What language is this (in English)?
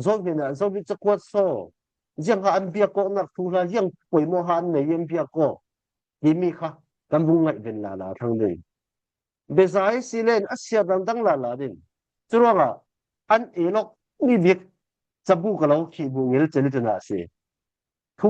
Falam Chin